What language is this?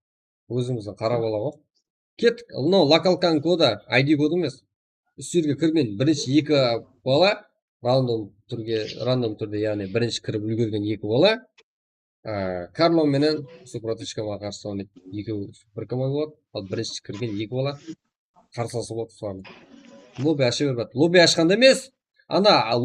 Kara-Kalpak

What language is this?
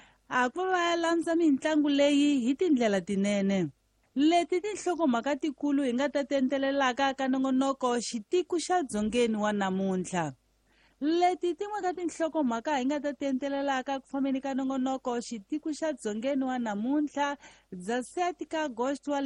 Tsonga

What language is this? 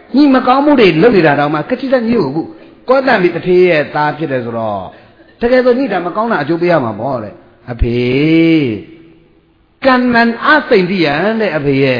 Burmese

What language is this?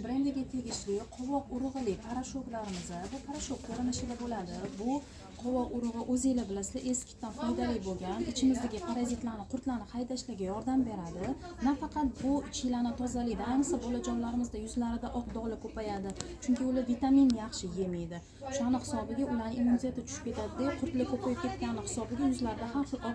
Uzbek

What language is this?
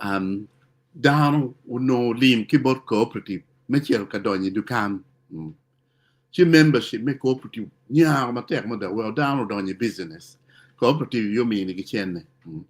Acoli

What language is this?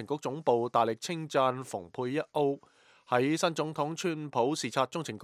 Cantonese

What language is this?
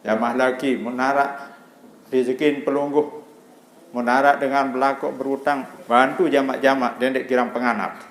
Sasak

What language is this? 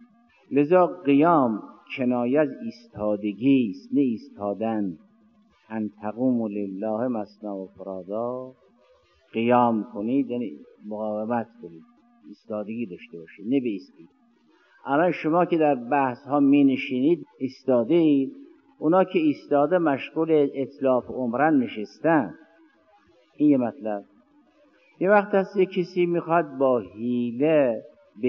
Persian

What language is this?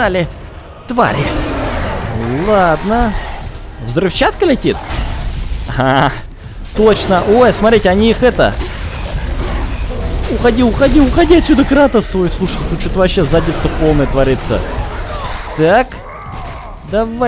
Russian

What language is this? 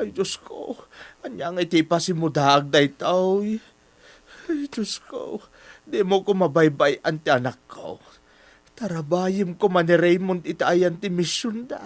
Iloko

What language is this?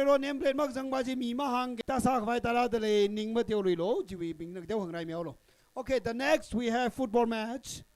Tangkhul Naga (India)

